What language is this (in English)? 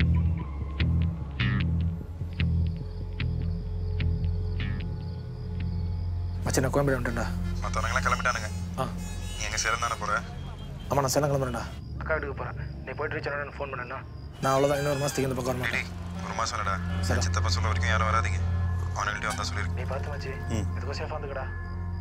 Tamil